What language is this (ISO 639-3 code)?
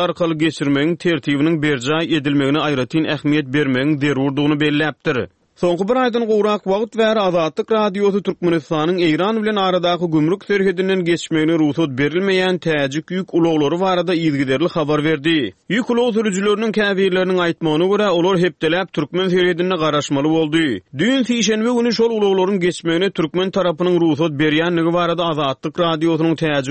tuk